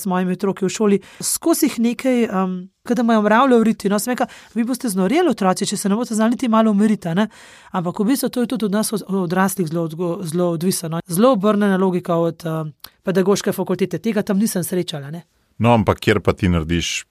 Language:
Slovenian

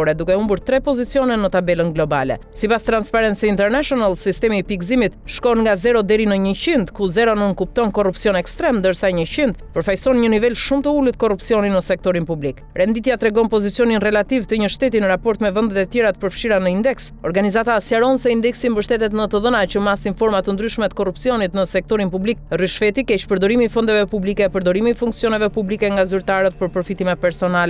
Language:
Albanian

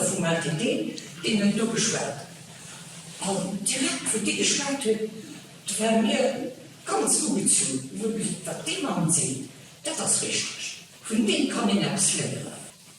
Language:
Luxembourgish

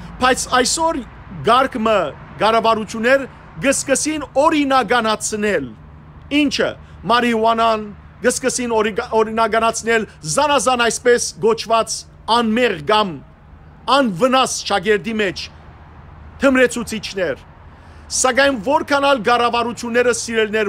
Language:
Western Armenian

